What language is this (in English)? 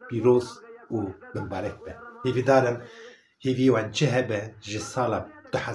Kurdish